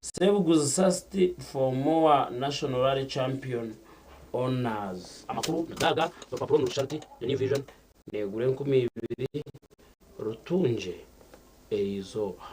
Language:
Nyankole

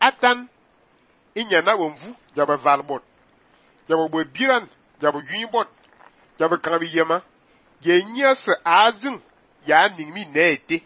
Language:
Fang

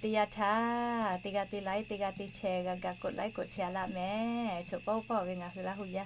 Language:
Lahu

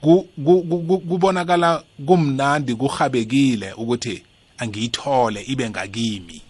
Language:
South Ndebele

